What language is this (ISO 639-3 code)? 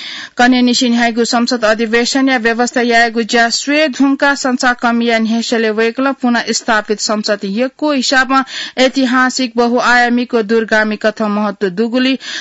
new